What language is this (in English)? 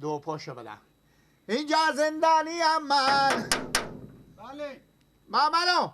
Persian